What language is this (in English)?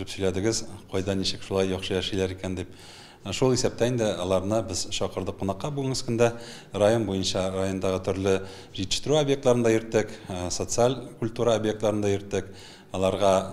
Tatar